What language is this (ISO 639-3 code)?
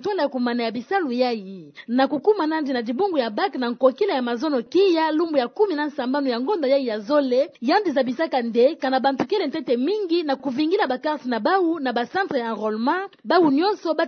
ktu